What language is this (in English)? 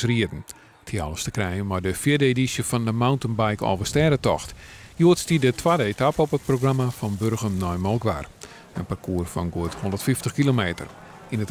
Western Frisian